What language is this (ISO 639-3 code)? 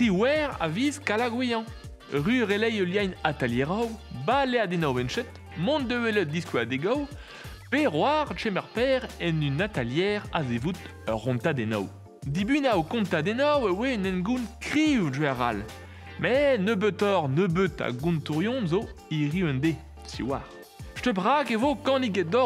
bre